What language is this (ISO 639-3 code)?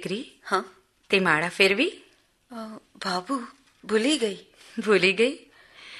guj